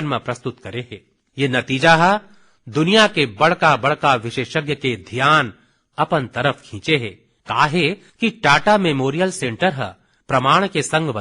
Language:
Chhattisgarhi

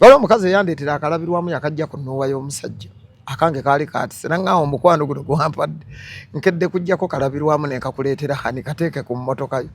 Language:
Ganda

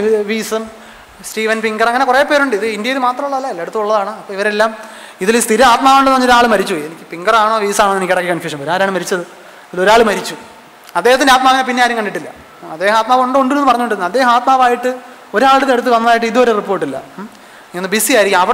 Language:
Malayalam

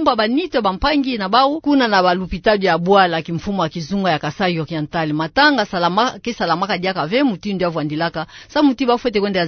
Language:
Kituba (Democratic Republic of Congo)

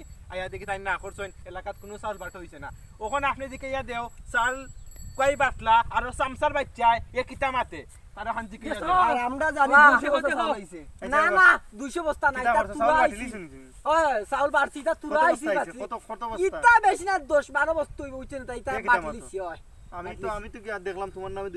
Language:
Sylheti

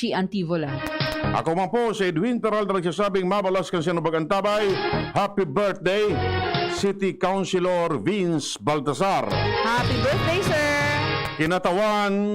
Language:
Bikol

